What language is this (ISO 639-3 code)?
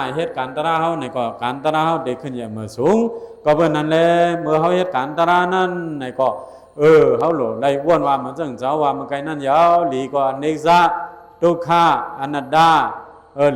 shn